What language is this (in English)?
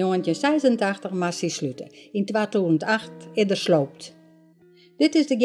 Western Frisian